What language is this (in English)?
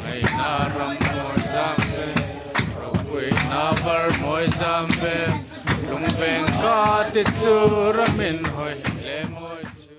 Hmar